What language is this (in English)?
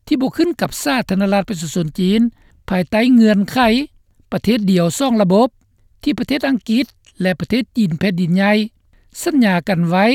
Lao